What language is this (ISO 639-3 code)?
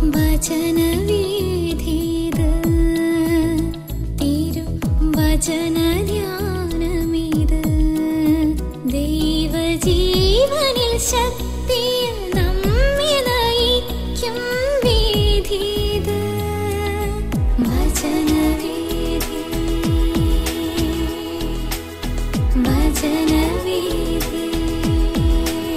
mal